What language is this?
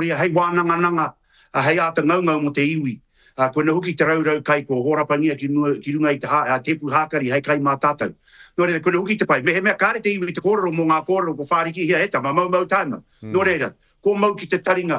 Māori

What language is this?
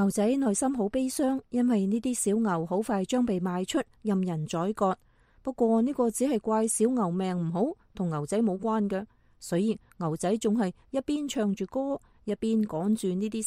Cantonese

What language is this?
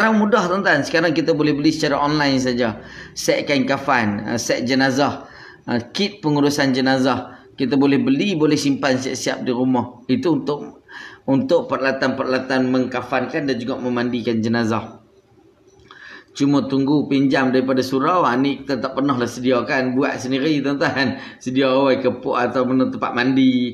Malay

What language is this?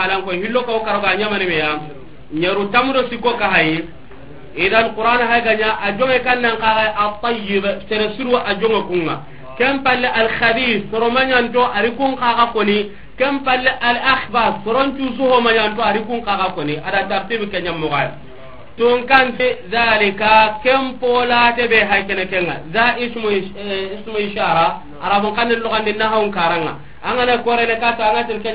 Soninke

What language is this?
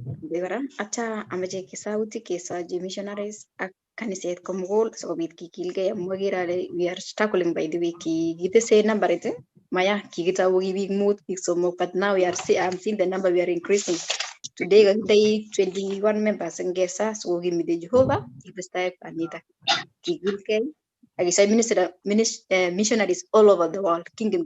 Kalenjin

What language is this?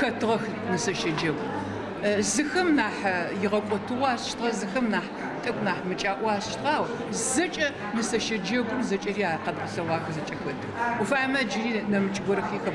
Adyghe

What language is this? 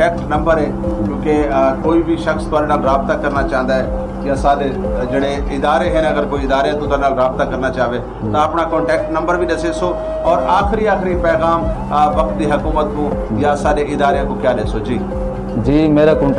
Saraiki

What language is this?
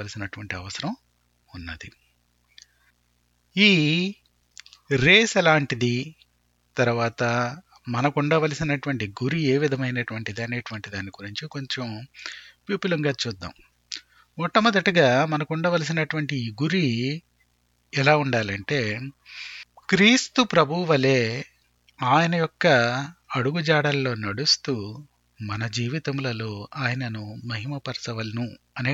Telugu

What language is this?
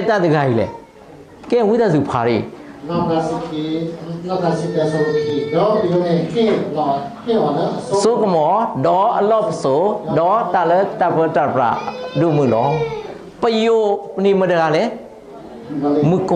S'gaw Karen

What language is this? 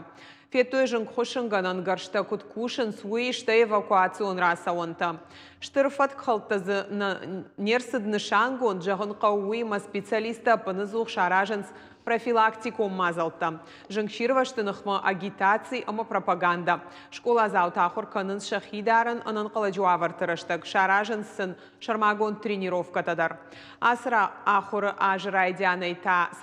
Ossetic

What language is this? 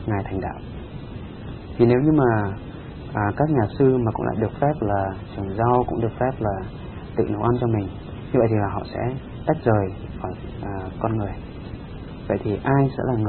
Vietnamese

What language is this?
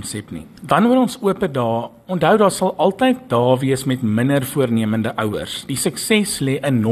Afrikaans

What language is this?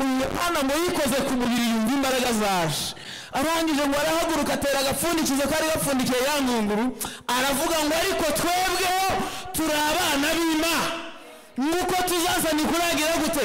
Kinyarwanda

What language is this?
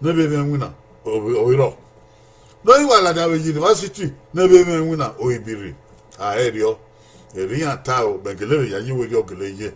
Bini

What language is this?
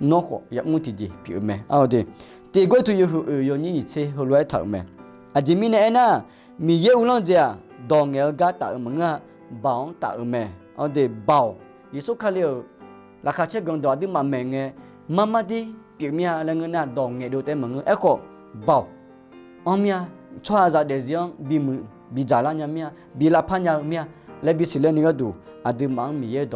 Akha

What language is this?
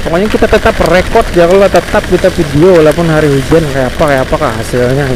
Banjar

